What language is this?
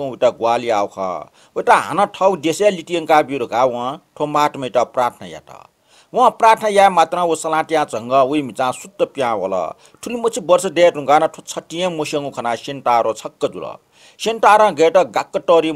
Newari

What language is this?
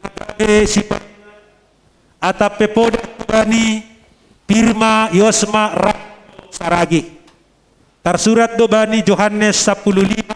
Batak Simalungun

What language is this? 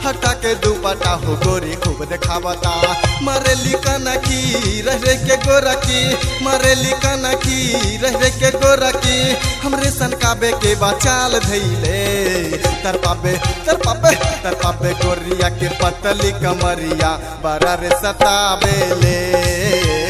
Bhojpuri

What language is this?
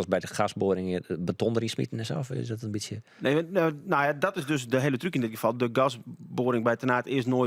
Western Frisian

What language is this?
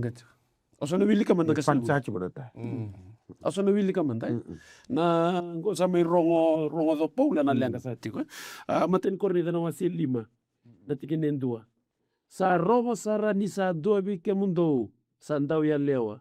Fijian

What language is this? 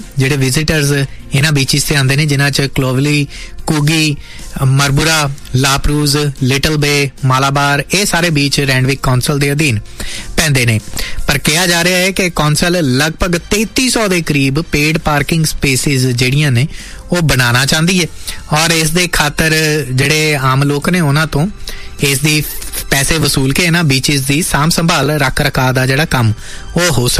Punjabi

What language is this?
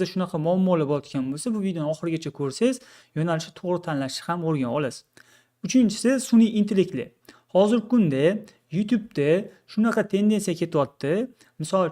Uzbek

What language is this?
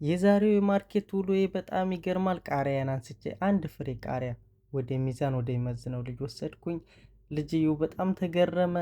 Amharic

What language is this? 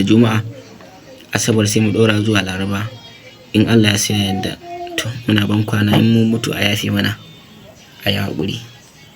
Hausa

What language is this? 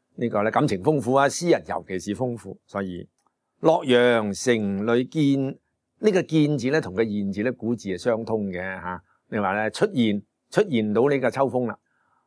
Cantonese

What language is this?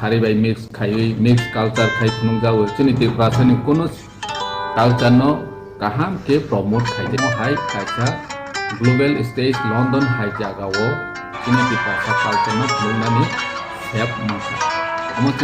Riang (India)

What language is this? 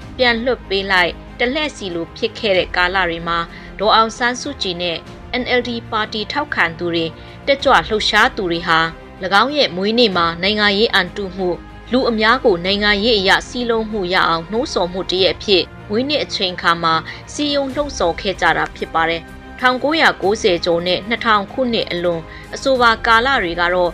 Burmese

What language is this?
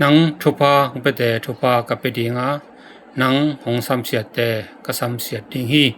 Tedim Chin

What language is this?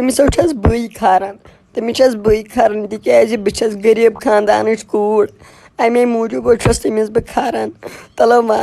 Kashmiri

